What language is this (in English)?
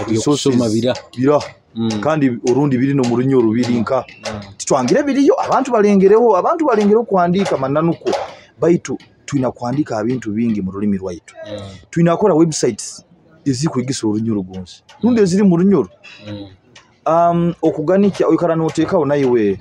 Nyoro